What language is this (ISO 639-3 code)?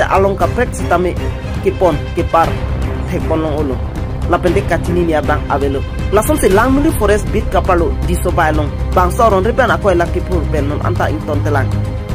mjw